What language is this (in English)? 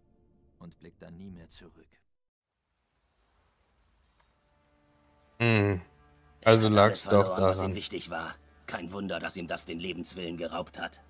German